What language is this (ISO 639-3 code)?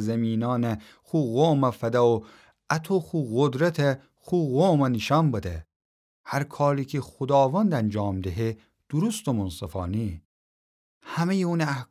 glk